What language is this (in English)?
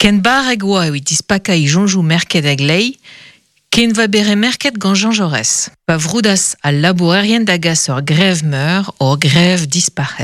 Breton